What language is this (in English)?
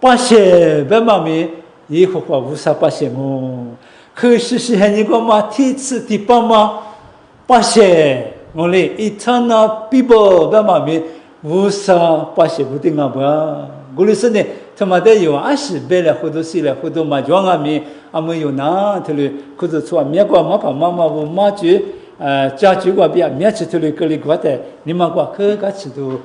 Lisu